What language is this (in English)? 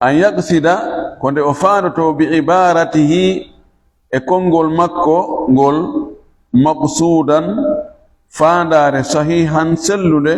Fula